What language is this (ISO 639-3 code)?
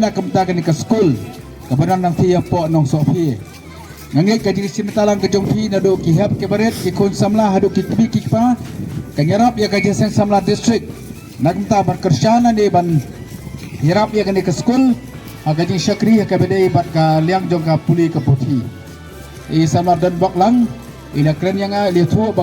kha